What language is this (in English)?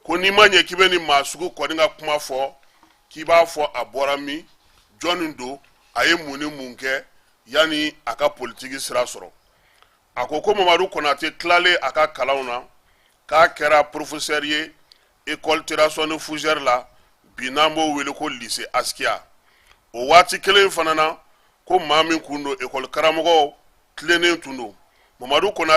Bambara